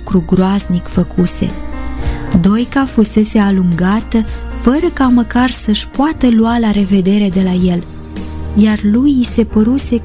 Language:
Romanian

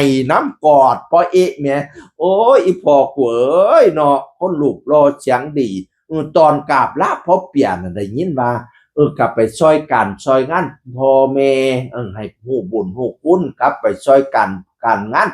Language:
Northeastern Thai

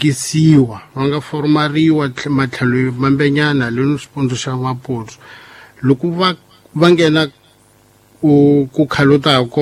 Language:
Tsonga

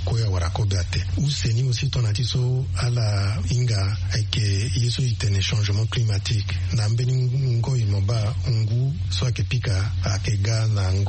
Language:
Sango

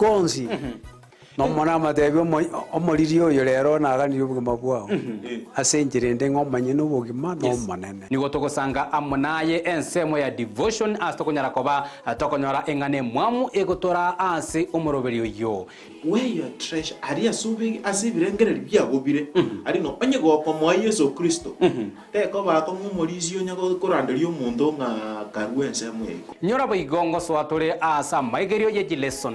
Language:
Gusii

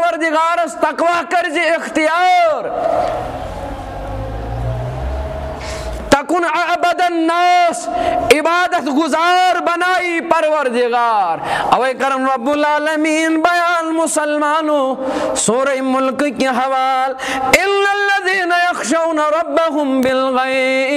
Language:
Kashmiri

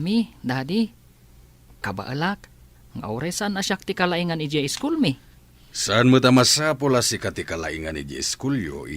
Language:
Iloko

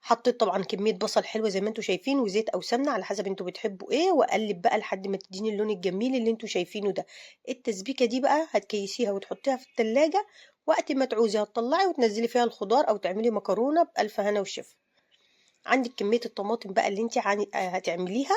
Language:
Egyptian Arabic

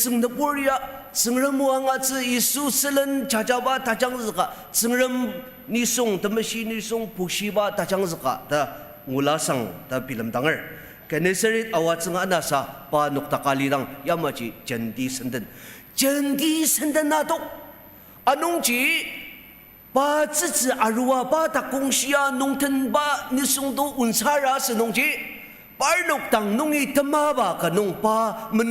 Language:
Ao Naga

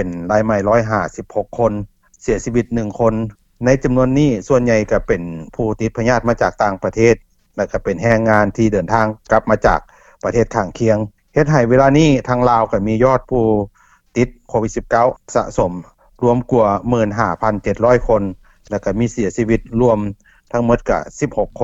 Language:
Lao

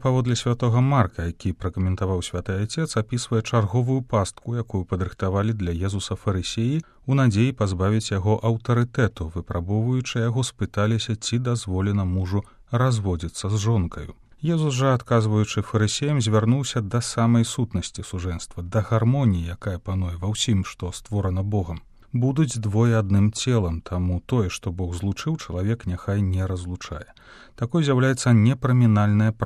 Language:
Belarusian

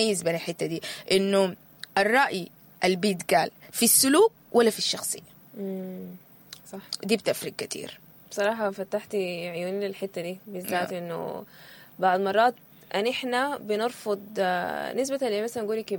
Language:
Sudanese Arabic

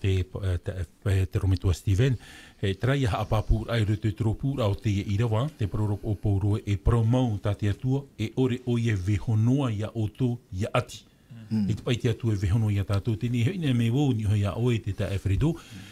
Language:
Tahitian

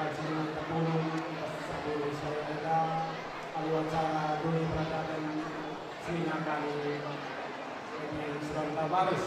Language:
Batak Karo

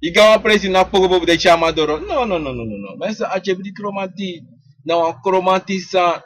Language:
Sranan Tongo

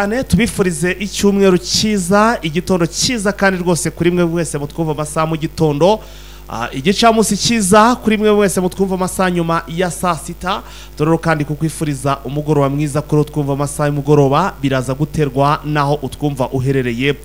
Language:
Kinyarwanda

